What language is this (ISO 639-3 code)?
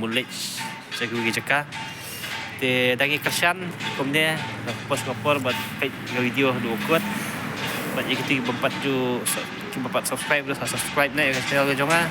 kha